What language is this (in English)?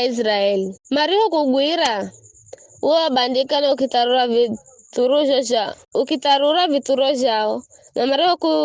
Giryama